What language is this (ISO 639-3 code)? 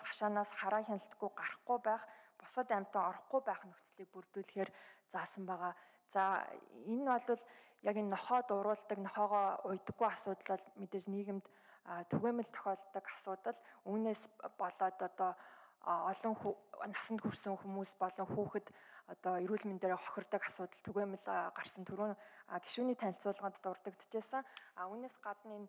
mon